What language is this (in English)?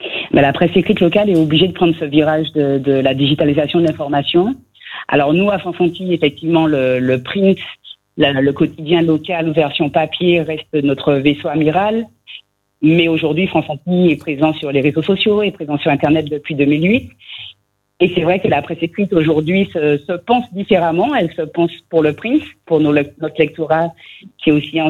French